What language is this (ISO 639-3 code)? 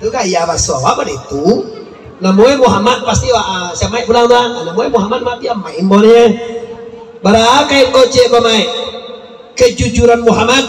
min